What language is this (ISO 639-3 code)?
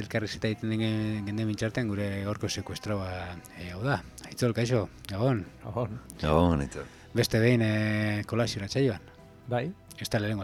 eus